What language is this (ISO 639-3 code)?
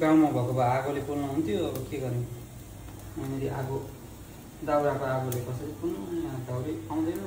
nep